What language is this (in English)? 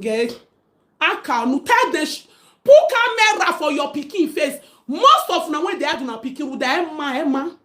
Nigerian Pidgin